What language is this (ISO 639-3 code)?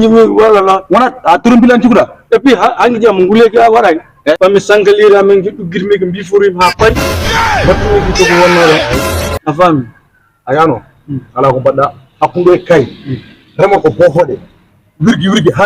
ful